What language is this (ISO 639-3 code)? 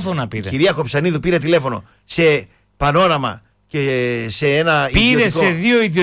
ell